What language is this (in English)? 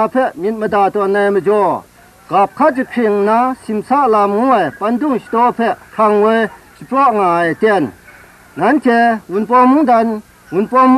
Kachin